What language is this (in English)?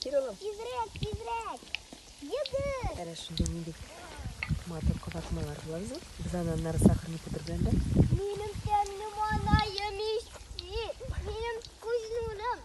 Tatar